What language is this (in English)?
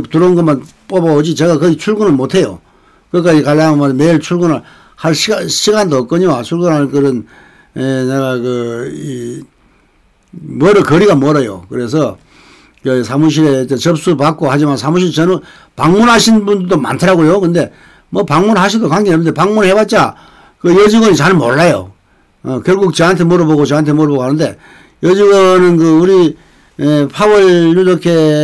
Korean